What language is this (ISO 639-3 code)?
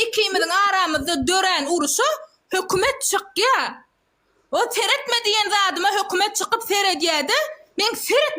tuk